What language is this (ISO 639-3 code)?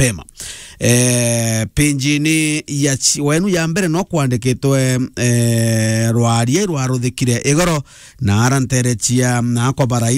mer